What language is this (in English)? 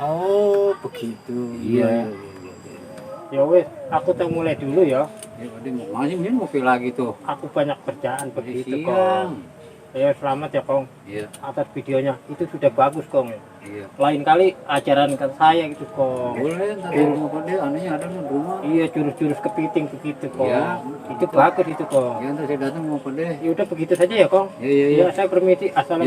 Betawi